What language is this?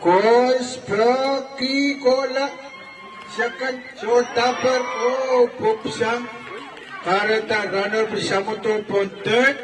Pohnpeian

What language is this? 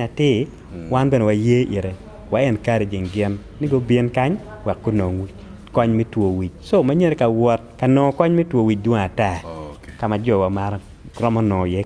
Acoli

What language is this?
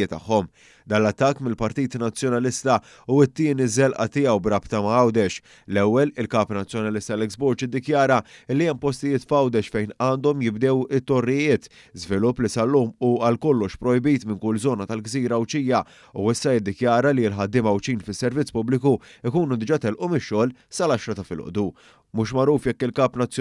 Maltese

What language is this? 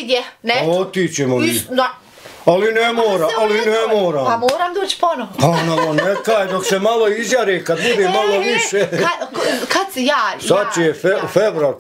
Bosnian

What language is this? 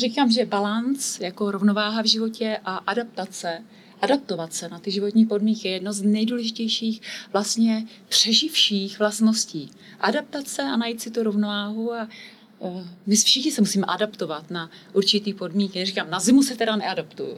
Czech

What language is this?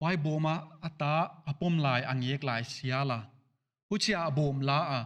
Paite Chin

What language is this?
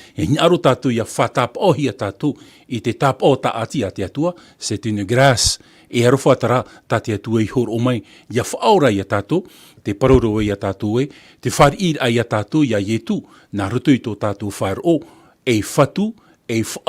Tahitian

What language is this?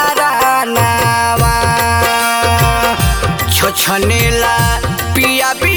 Bhojpuri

